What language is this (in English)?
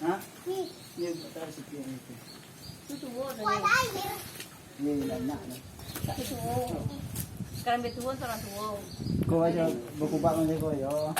Minangkabau